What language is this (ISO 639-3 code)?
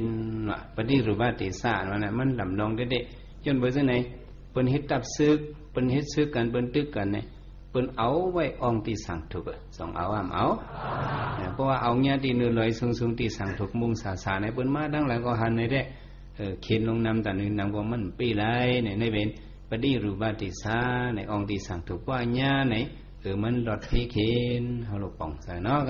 shn